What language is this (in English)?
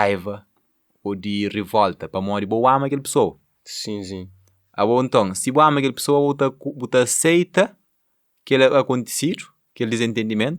Kabuverdianu